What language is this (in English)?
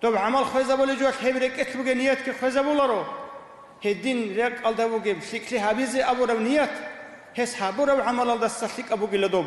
Avaric